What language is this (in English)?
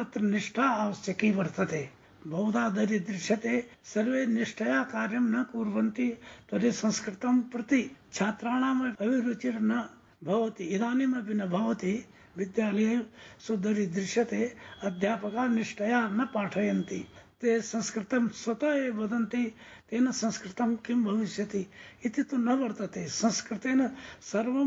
Sanskrit